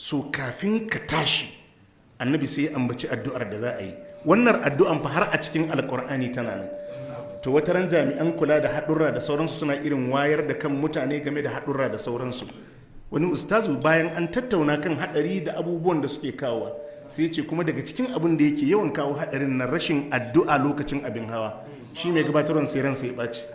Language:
Hausa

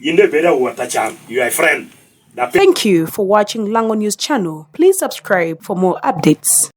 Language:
Lango (Uganda)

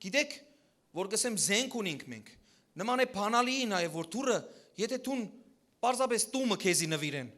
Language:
Western Armenian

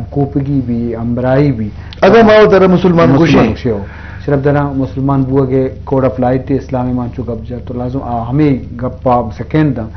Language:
Eastern Balochi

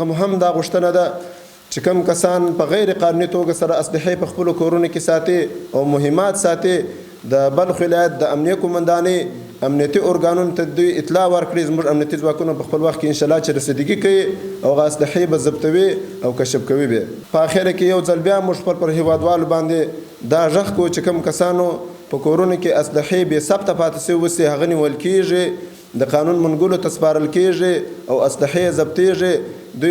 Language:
Pashto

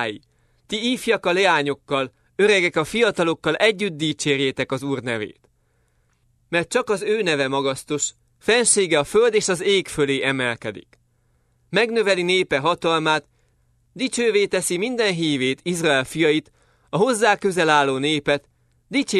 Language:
Hungarian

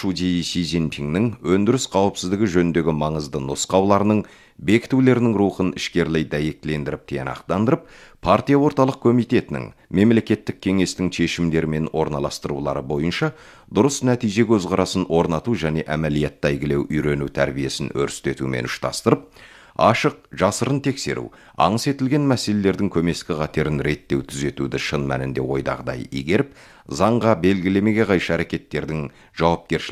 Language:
Kazakh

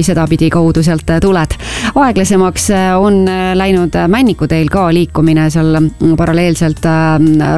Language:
Estonian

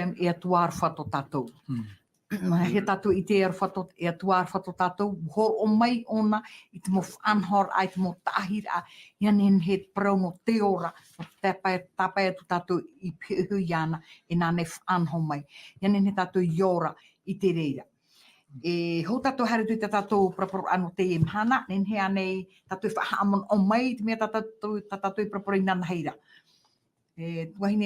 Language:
Tahitian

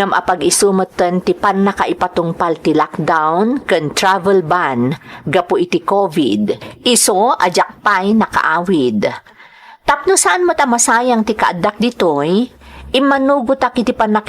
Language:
Iloko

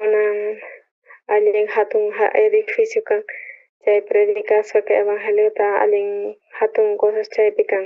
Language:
South Bolivian Quechua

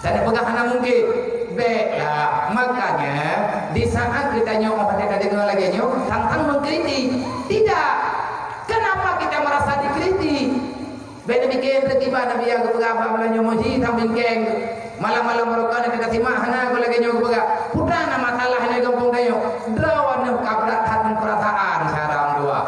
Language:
Achinese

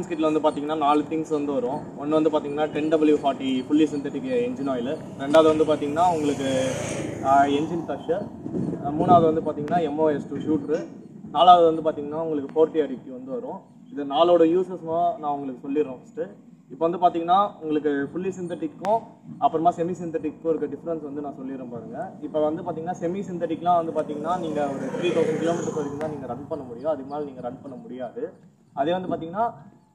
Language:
Tamil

